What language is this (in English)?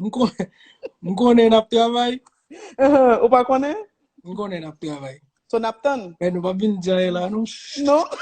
Haitian Creole